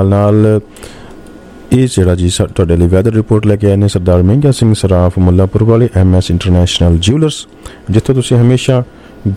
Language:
Punjabi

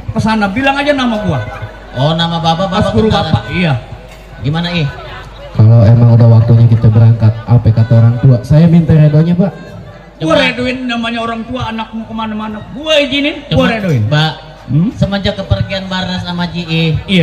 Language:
Betawi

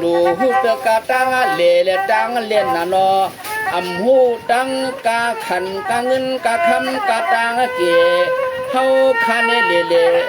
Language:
Shan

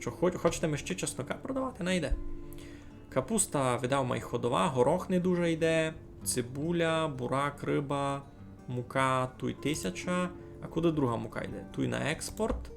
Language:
Rusyn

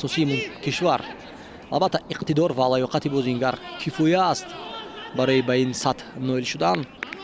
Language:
Tajik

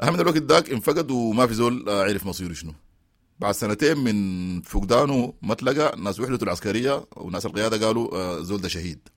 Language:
Sudanese Arabic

